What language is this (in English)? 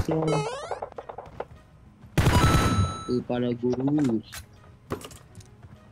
Indonesian